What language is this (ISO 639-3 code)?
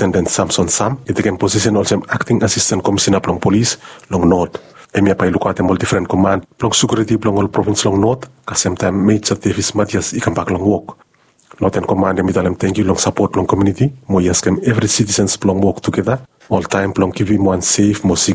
bis